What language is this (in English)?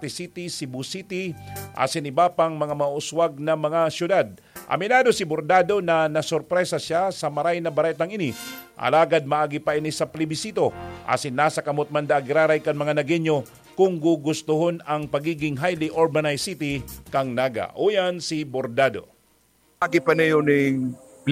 Bikol